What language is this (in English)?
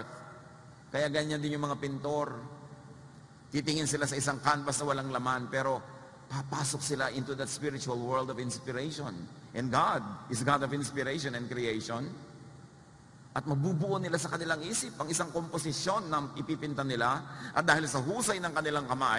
Filipino